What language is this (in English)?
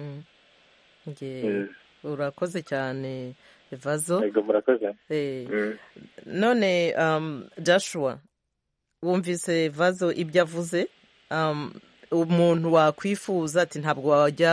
Kinyarwanda